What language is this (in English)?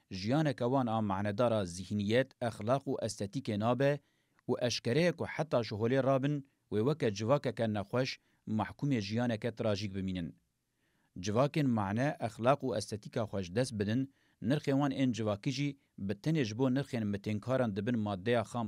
Kurdish